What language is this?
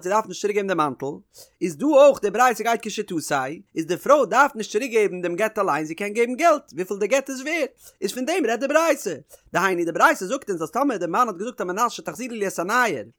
Yiddish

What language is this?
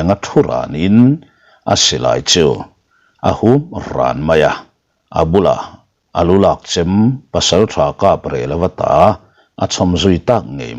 Mizo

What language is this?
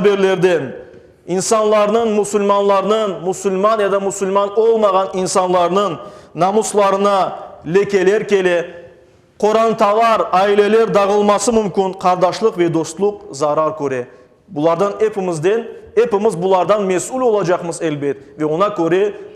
Crimean Tatar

